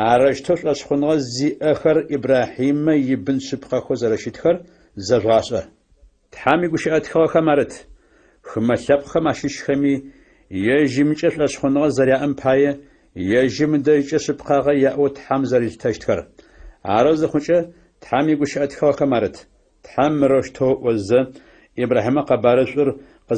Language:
Adyghe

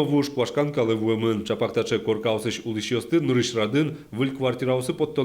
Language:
Udmurt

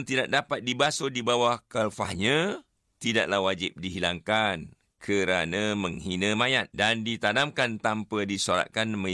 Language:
Malay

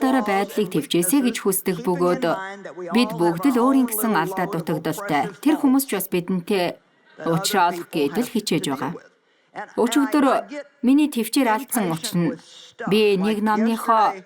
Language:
Mongolian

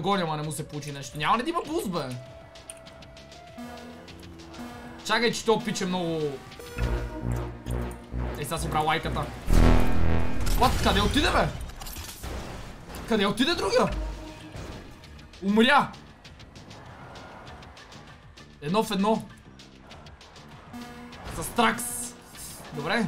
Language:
Bulgarian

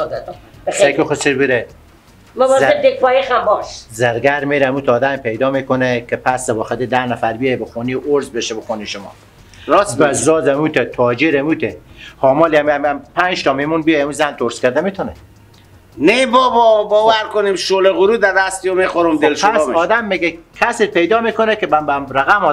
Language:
Persian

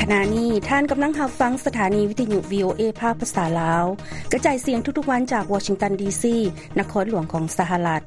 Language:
Lao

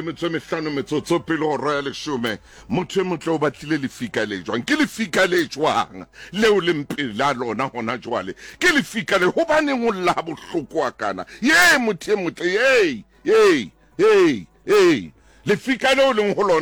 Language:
Southern Sotho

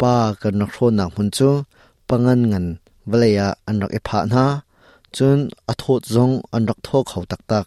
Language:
Hakha Chin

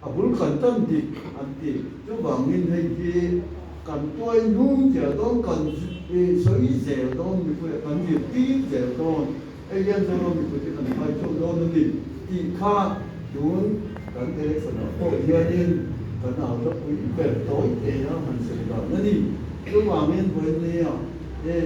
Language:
Mizo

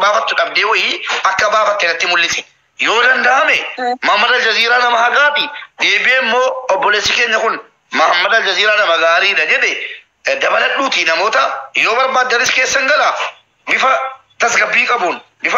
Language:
Oromo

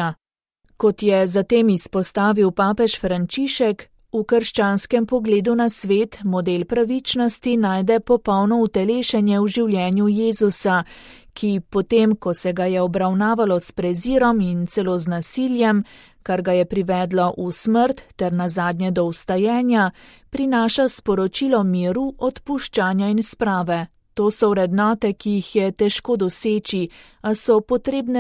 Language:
Slovenian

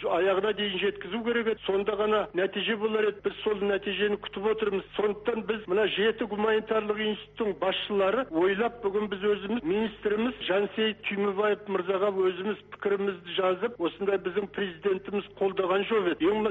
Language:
Kazakh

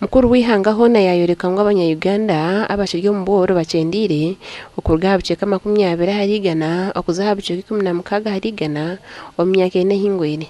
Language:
Nyankole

